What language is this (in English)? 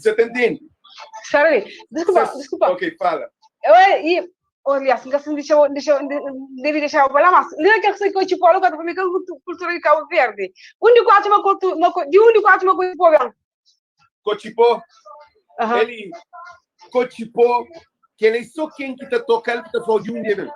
Kabuverdianu